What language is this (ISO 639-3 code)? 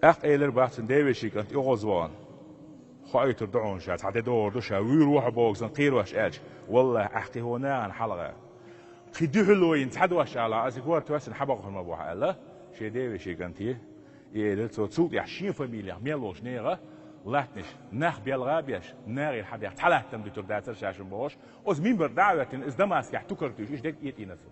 che